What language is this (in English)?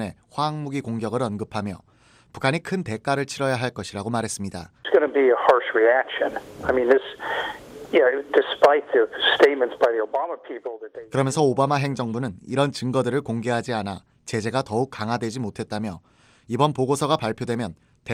Korean